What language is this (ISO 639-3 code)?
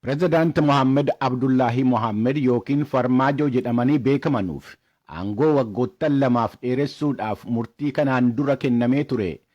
orm